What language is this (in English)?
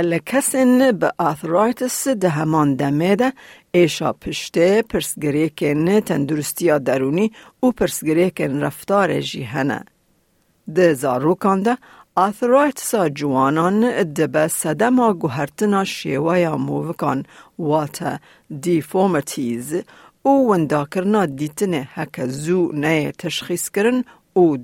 Kurdish